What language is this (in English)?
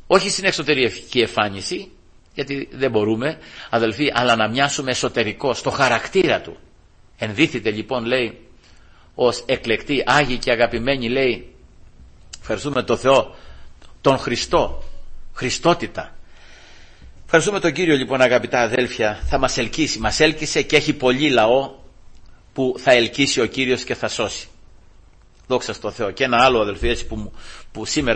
Greek